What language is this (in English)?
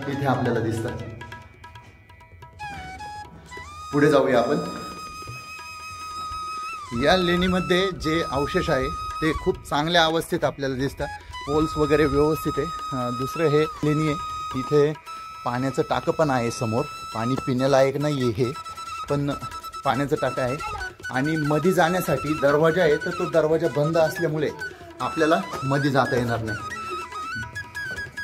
Marathi